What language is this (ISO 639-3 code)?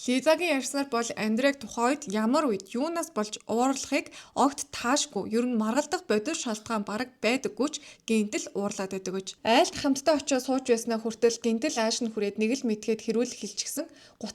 mon